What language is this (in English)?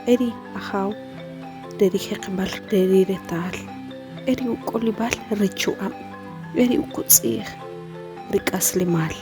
Achi